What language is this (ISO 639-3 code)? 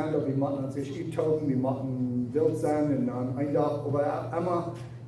pdt